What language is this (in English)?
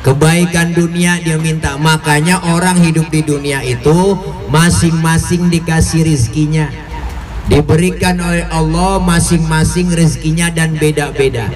Betawi